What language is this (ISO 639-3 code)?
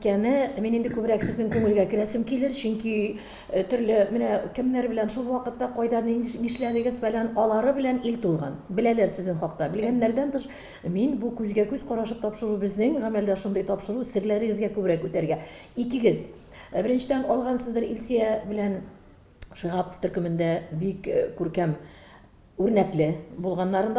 tat